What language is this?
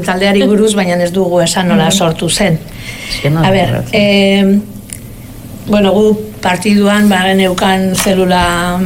Basque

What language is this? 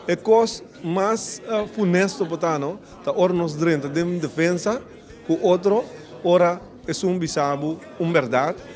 Papiamento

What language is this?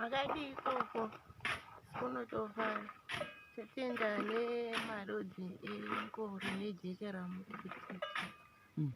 Shona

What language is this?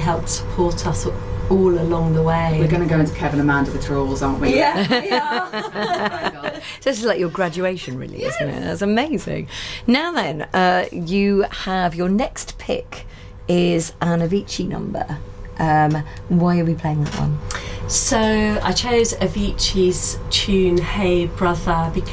English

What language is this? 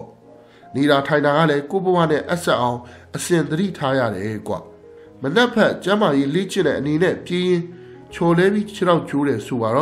Burmese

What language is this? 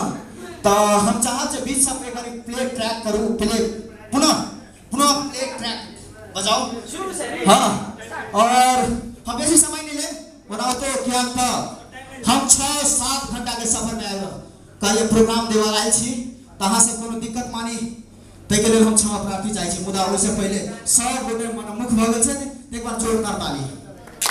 Maithili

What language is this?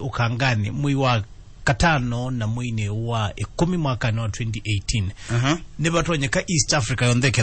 Kamba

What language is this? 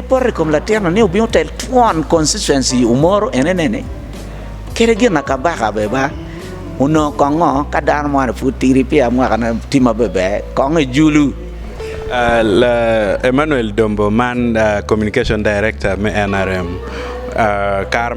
Acoli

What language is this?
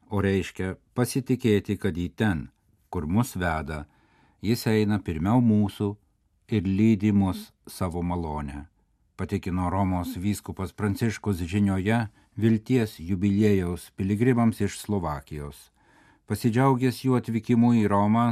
Lithuanian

